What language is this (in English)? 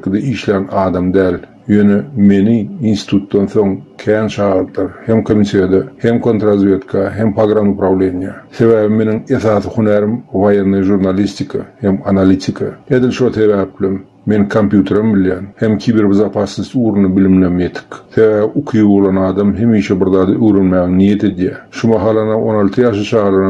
Turkmen